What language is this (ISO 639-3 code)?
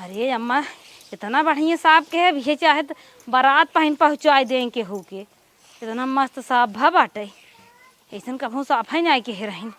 awa